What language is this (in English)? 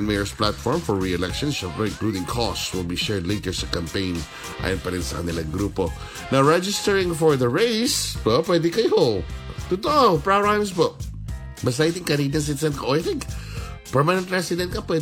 Filipino